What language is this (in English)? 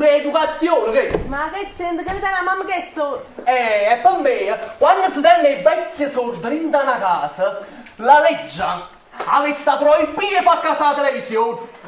Neapolitan